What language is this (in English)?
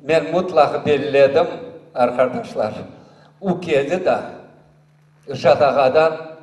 Crimean Tatar